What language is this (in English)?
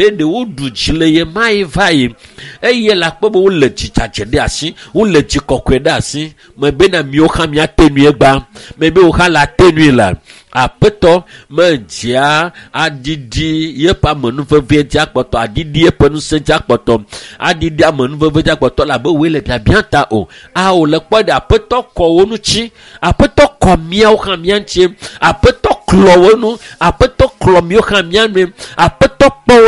Ewe